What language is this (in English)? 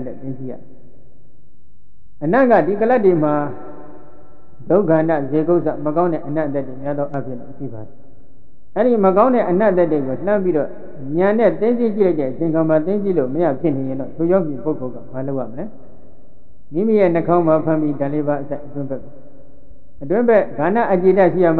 Burmese